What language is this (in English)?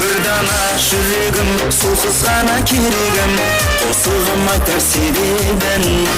Kara-Kalpak